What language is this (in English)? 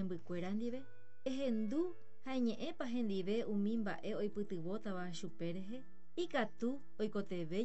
Guarani